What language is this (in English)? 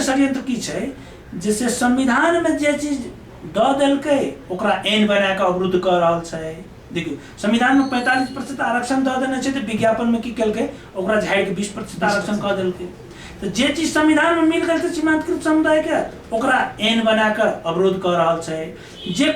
Maithili